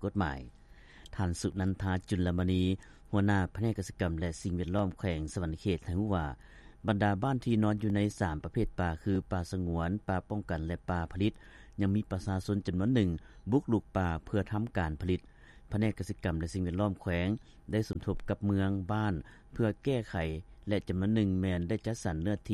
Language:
Lao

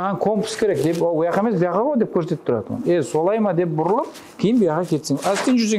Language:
Kara-Kalpak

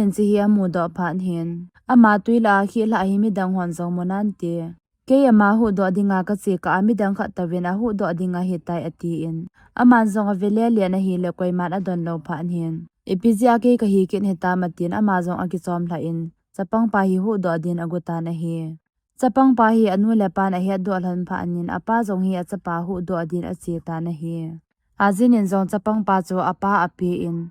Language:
Thado Chin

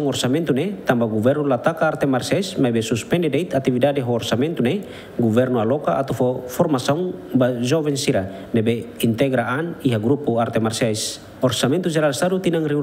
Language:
Tetum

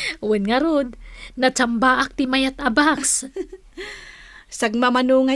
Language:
Iloko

